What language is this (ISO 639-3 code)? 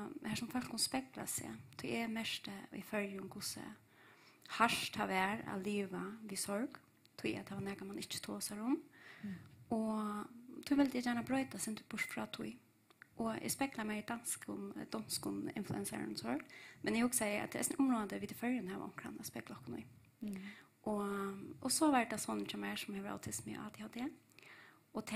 fao